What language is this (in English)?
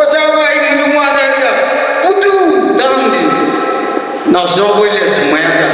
Tangkhul Naga (India)